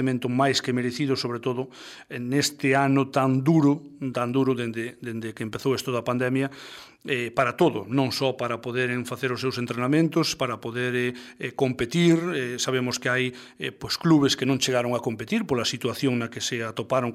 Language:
Galician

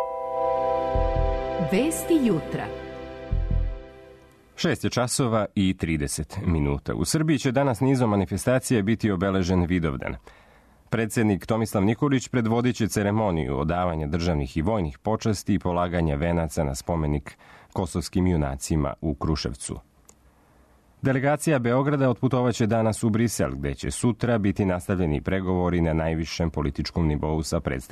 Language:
Serbian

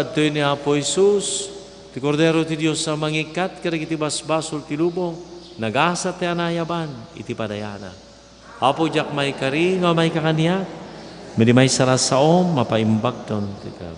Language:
Iloko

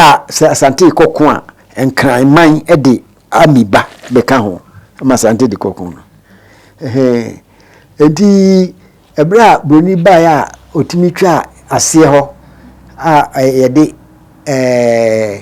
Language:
Akan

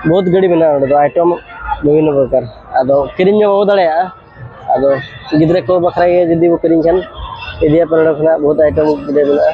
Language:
Santali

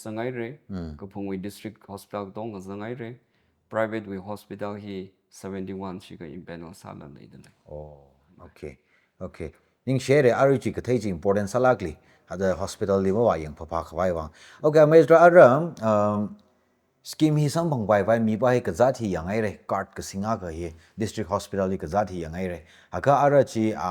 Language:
Tangkhul Naga (India)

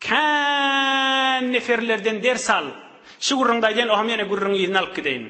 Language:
Turkmen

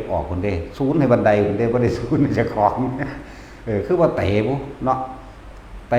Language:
Northeastern Thai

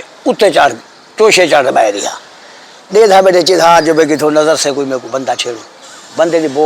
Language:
Saraiki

